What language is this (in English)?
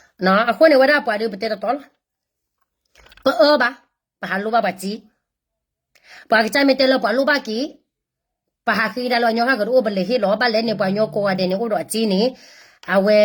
S'gaw Karen